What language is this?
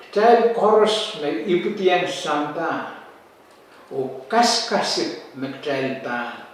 Pohnpeian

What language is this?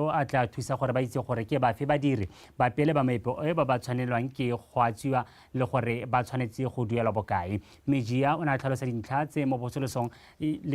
Tswana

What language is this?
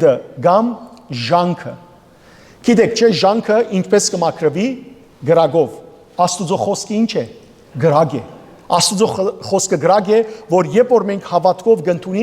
Western Armenian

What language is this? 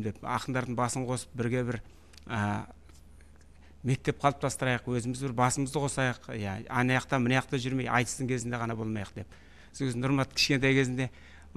Kazakh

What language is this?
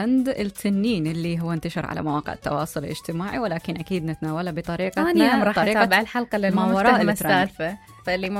Mesopotamian Arabic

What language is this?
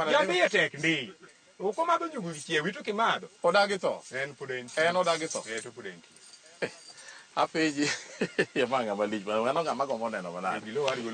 Luo (Kenya and Tanzania)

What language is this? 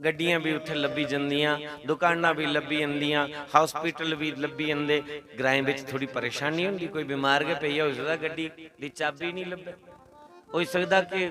Dogri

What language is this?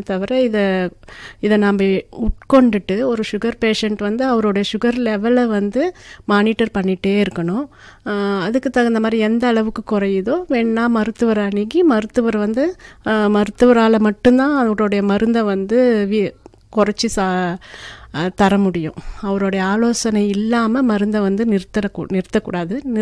Tamil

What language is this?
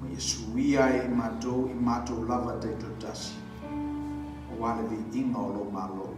Samoan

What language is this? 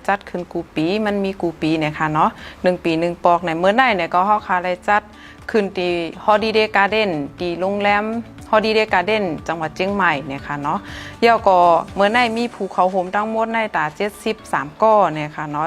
Shan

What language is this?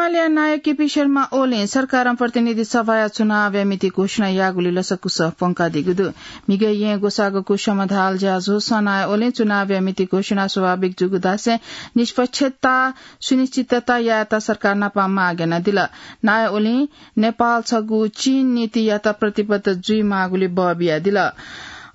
Newari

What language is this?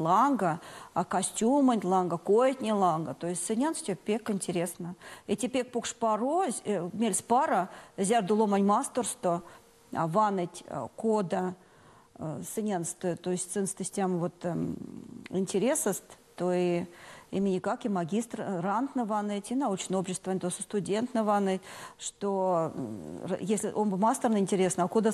Erzya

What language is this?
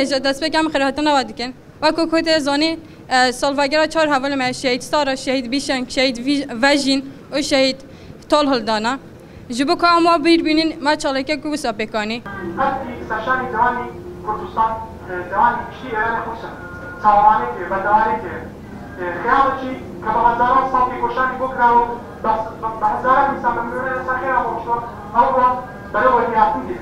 Kurdish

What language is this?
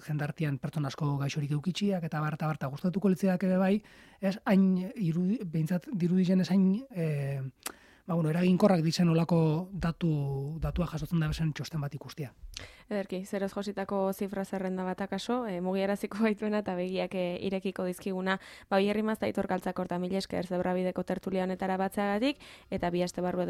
Basque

